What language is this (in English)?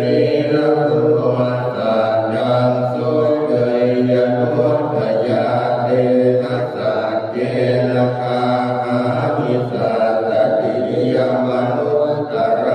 Pali